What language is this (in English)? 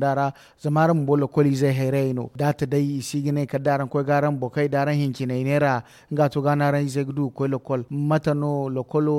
Zarma